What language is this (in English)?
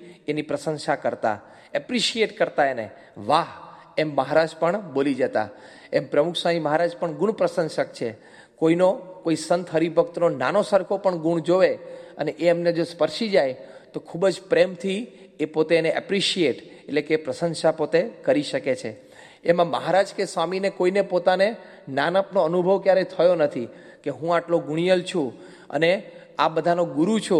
Gujarati